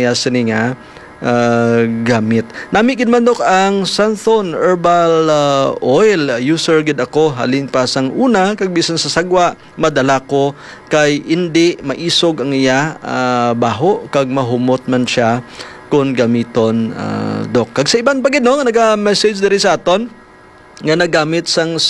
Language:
Hiligaynon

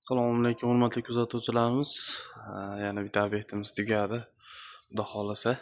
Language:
Uzbek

